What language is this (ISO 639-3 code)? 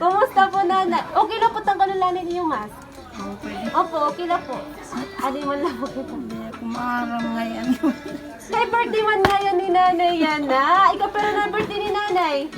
war